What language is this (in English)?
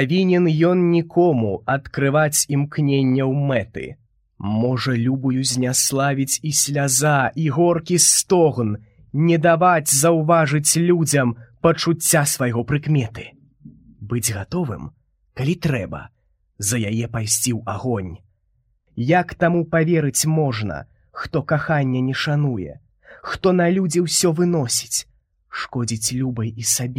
Belarusian